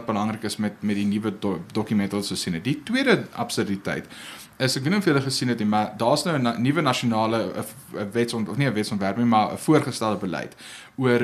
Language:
Afrikaans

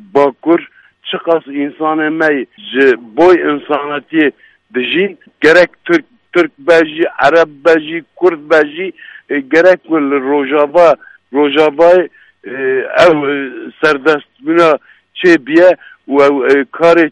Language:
Kurdish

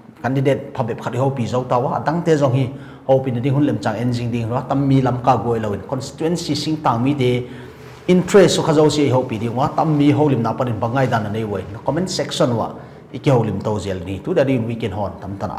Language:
Paite Chin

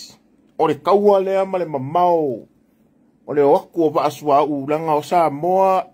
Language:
Samoan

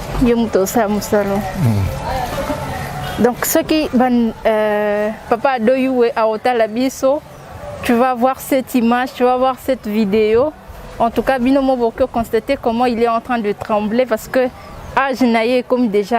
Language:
Lingala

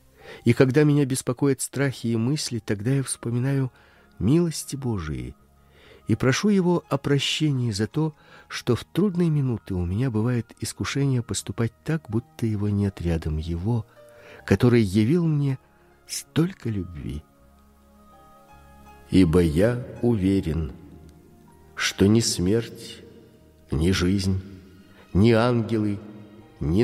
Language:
Russian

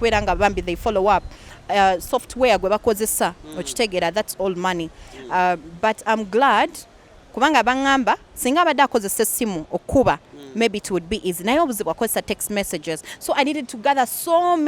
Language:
Ganda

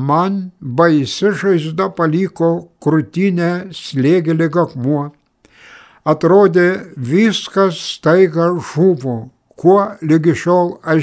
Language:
Lithuanian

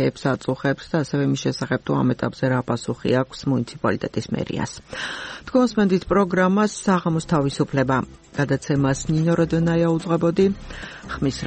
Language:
Georgian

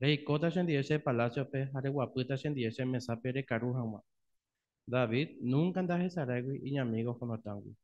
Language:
Guarani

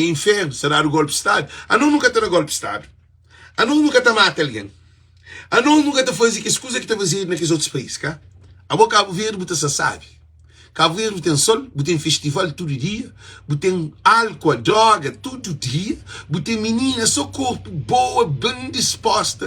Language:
Kabuverdianu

